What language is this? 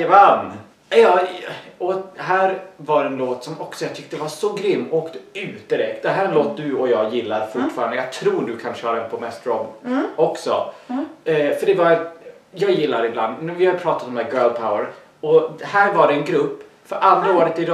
Swedish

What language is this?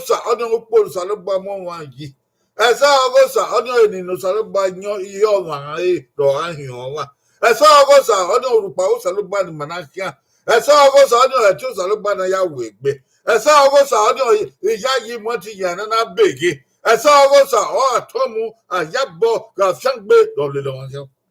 Bini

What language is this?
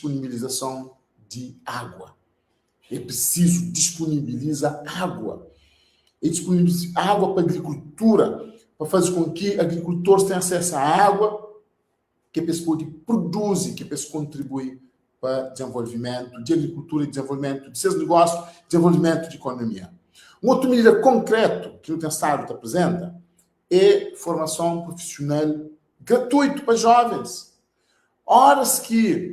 Kabuverdianu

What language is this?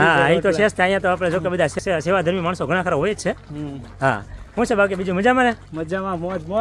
Gujarati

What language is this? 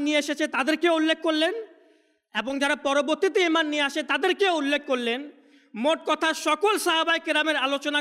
Bangla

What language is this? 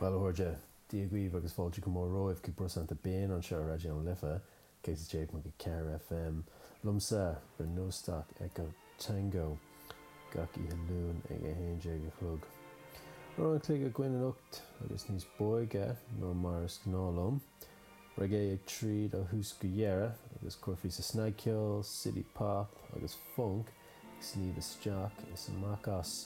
Irish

